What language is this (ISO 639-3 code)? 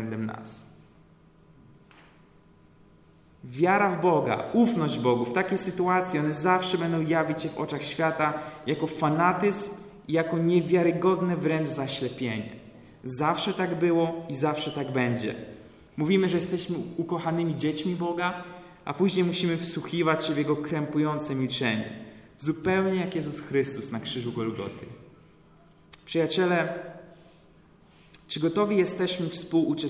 pol